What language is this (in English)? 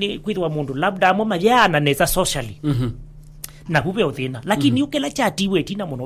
Kamba